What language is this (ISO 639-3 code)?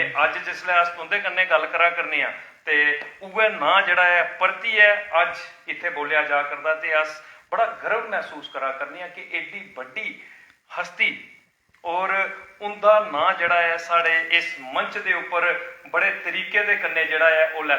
doi